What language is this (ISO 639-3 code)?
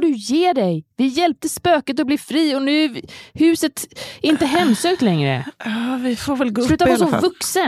swe